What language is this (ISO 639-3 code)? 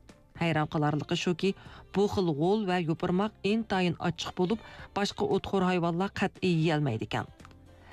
uig